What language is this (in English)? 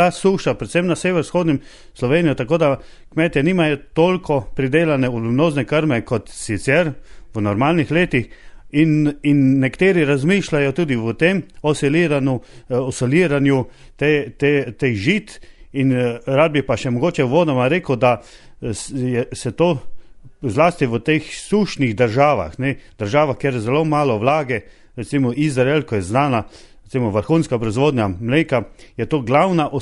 Slovenian